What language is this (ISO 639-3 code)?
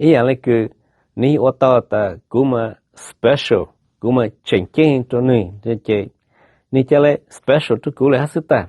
hmn